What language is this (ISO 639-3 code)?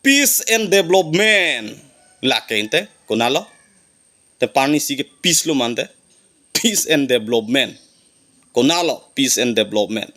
mjw